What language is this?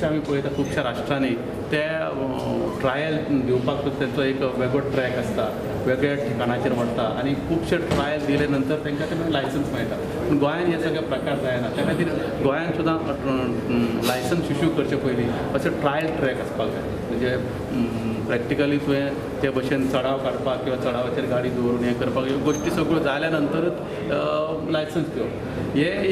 Konkani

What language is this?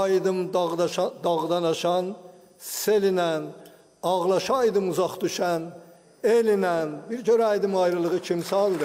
Azerbaijani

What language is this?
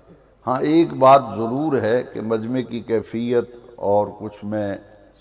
Urdu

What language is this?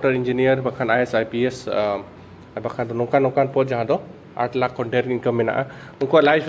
Santali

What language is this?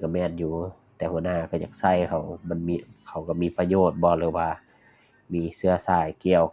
Lao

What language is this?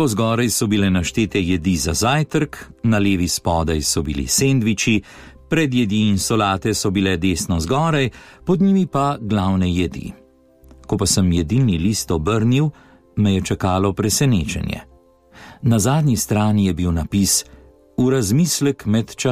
Slovenian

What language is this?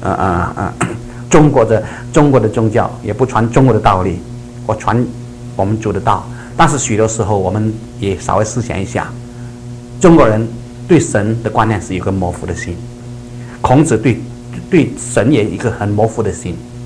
Chinese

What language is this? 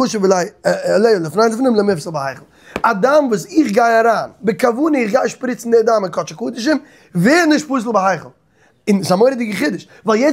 Yiddish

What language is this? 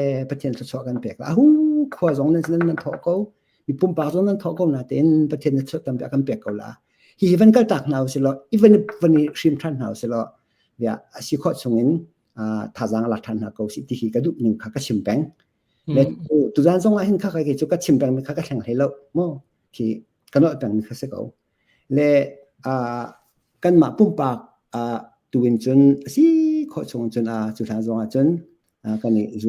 Hakha Chin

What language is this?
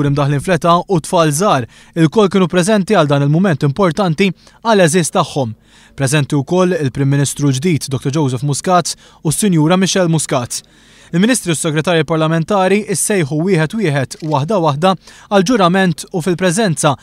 Maltese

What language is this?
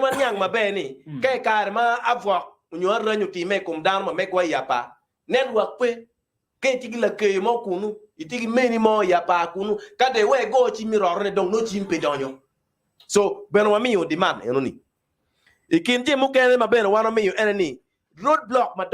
Acoli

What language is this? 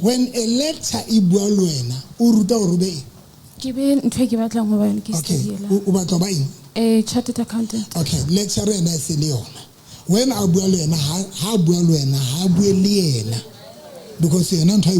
Southern Sotho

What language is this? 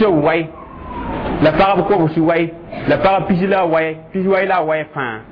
Mossi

